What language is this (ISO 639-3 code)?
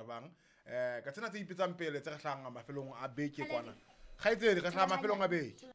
sot